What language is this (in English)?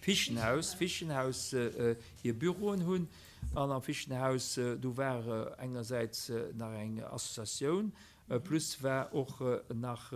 Luxembourgish